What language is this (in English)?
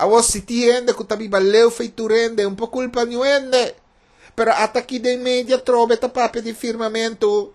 Papiamento